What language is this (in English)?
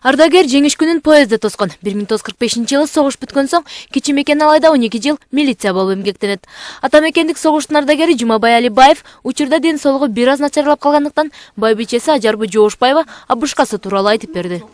Kyrgyz